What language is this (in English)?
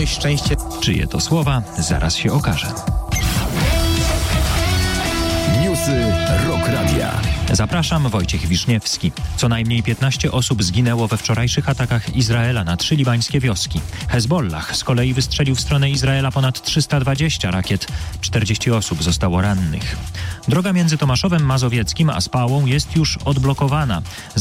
Polish